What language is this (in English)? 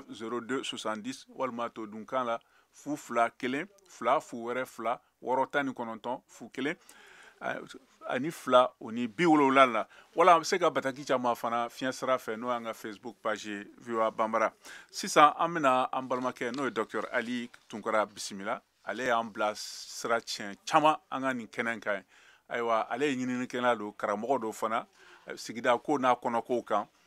Bambara